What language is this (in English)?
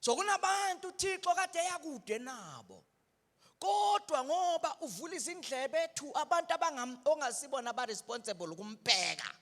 Zulu